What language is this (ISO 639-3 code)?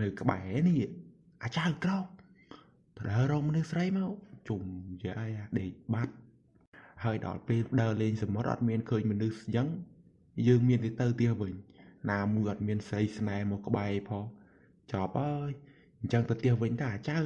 khm